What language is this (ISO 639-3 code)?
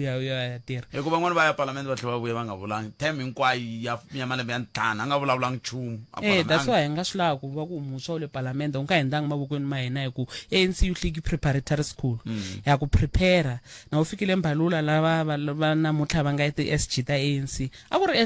tso